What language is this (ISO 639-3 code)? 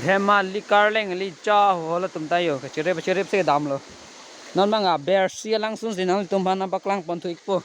mjw